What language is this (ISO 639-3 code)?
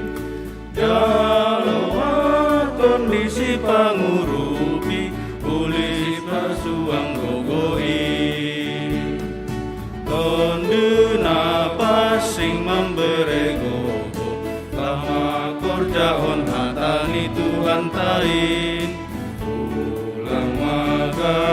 bts